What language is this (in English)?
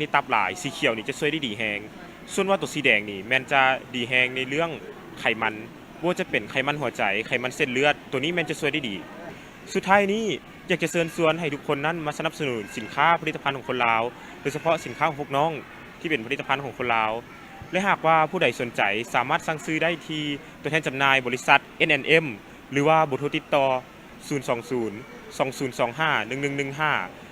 Lao